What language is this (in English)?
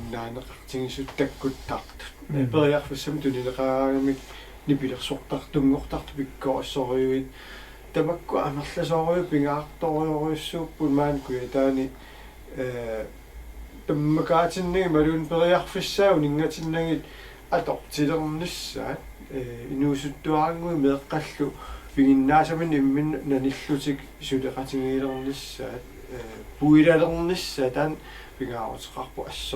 Kalaallisut